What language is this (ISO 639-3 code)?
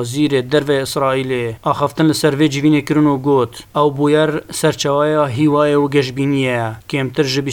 kur